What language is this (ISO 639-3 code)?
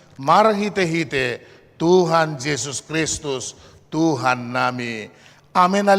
bbc